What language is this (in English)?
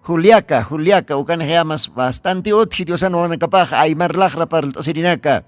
Aymara